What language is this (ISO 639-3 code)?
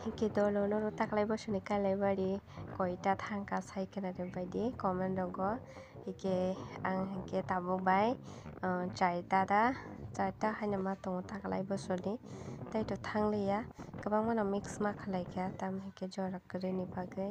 trp